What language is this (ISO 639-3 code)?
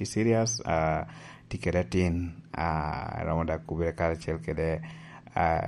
laj